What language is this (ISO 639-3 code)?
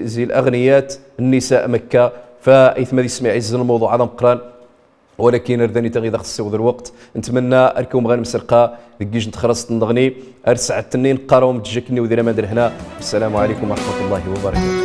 rif